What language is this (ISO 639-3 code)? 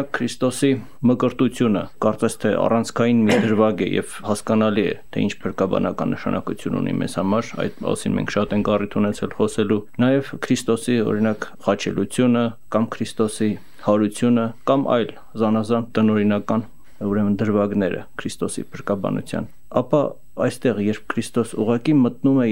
hye